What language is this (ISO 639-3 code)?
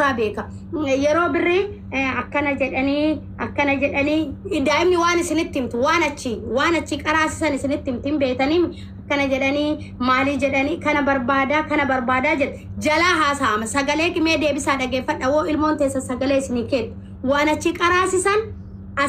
orm